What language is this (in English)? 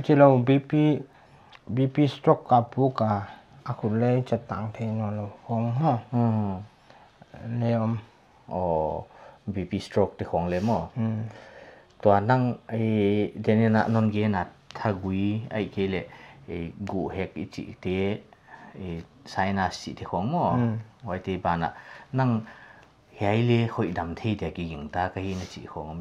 Paite Chin